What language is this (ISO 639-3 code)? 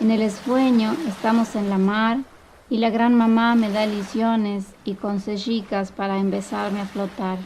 lad